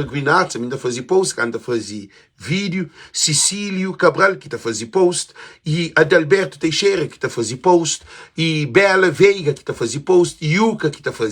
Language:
Kabuverdianu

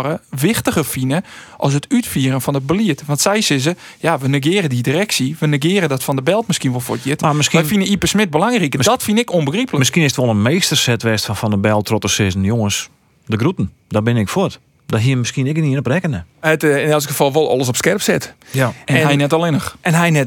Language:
Western Frisian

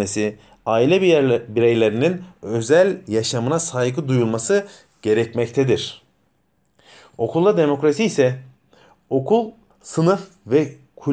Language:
Turkish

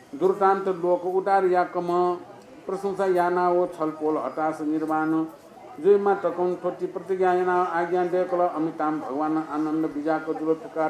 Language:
Newari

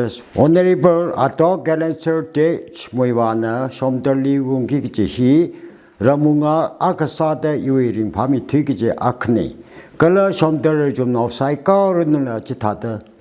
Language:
Tangkhul Naga (India)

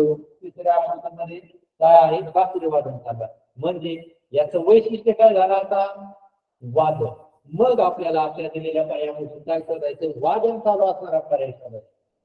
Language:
Marathi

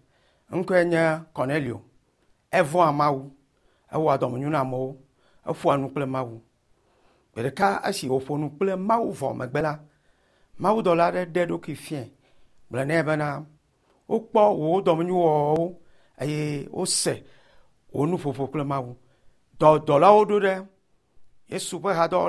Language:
Ewe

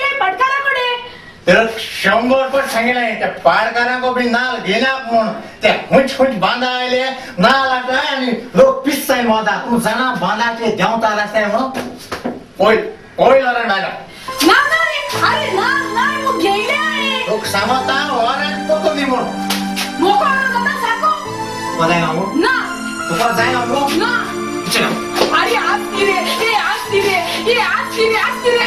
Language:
Konkani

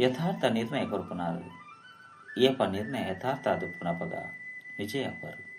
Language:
Tulu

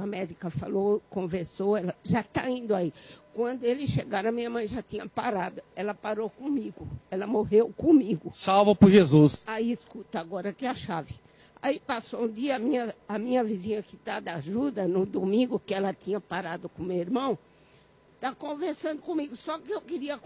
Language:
Portuguese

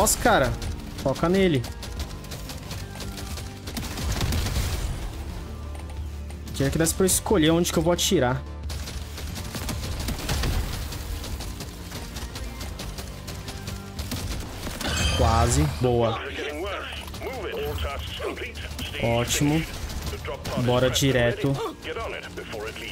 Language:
Portuguese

